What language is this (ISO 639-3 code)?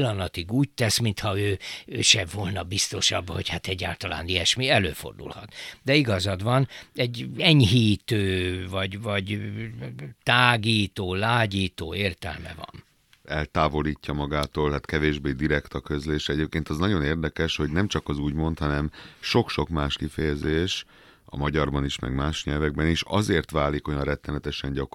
hun